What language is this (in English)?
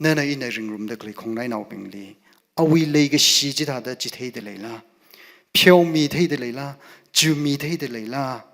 Tangkhul Naga (India)